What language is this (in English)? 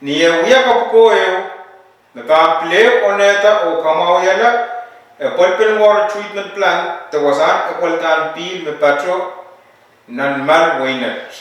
Pohnpeian